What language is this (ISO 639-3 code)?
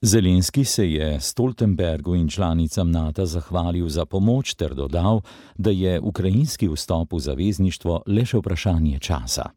slv